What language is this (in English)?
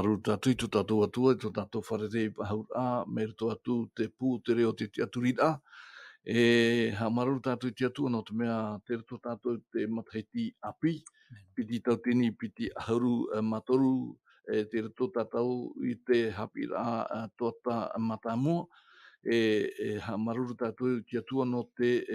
Tahitian